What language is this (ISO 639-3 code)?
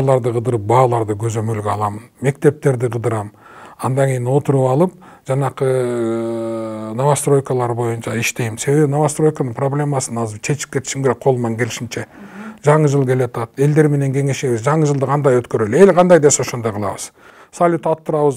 kir